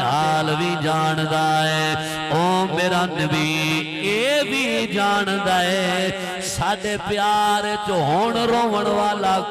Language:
Saraiki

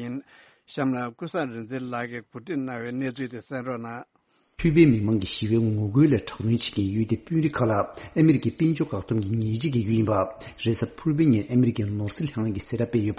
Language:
Tibetan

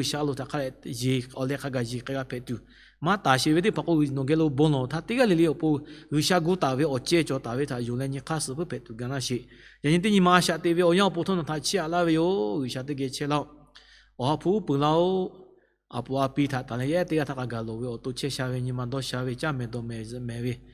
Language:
Lahu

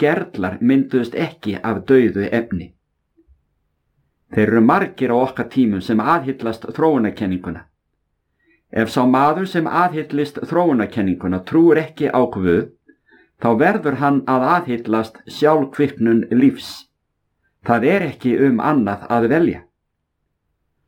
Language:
Icelandic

